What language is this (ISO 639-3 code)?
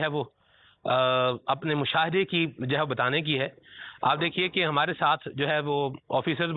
urd